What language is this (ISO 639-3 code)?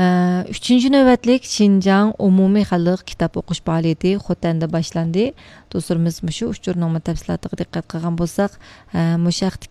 uig